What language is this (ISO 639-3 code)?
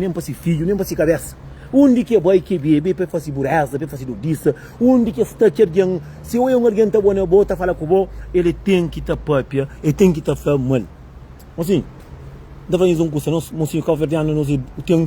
kea